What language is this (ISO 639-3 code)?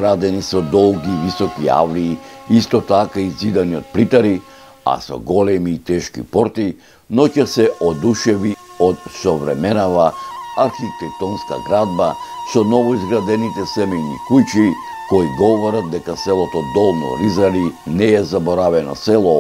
mkd